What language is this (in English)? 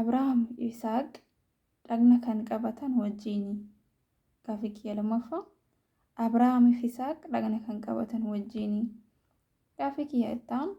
Oromo